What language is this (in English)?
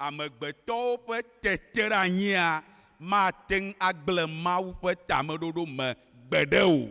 Ewe